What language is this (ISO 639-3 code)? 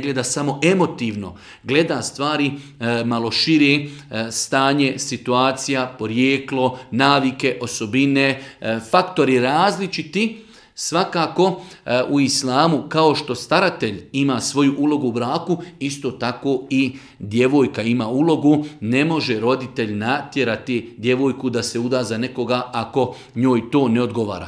bos